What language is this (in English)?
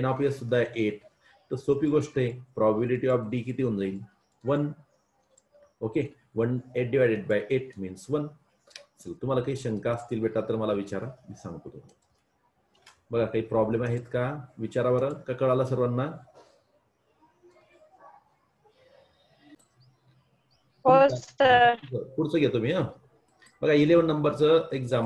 Marathi